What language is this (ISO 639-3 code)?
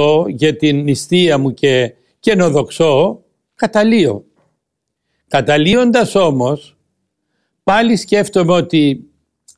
ell